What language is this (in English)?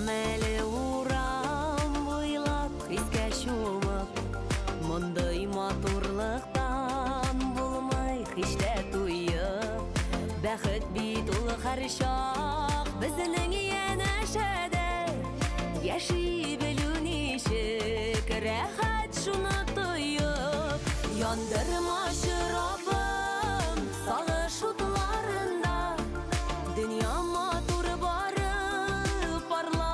Bashkir